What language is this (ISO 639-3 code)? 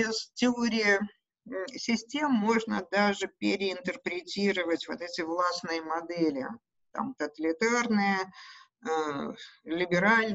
rus